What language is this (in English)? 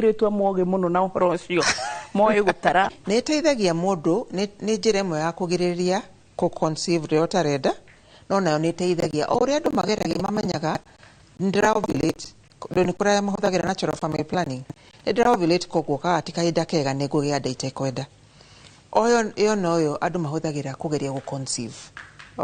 Kikuyu